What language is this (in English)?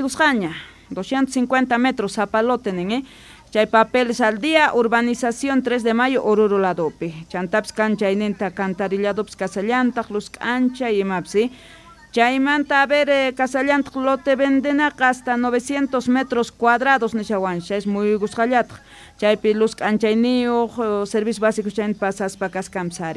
South Bolivian Quechua